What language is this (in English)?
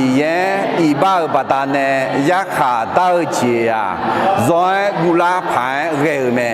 Akha